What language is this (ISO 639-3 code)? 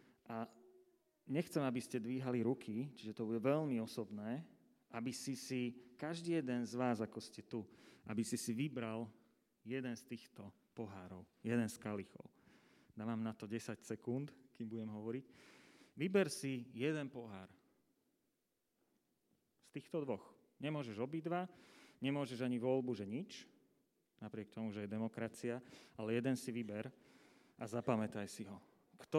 slk